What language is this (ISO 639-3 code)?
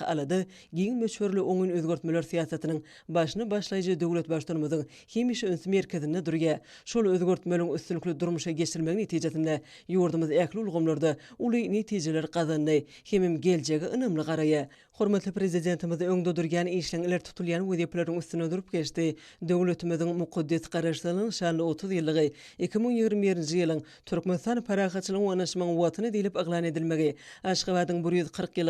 tuk